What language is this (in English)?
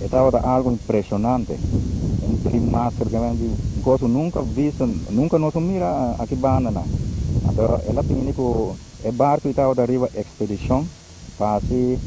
Papiamento